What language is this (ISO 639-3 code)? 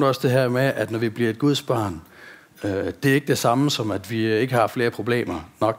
dan